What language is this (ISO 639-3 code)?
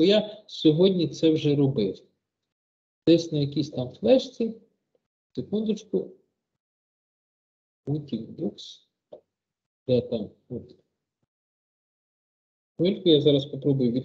ukr